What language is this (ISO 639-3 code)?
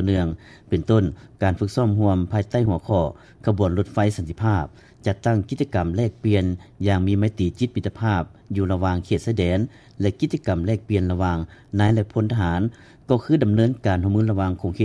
lao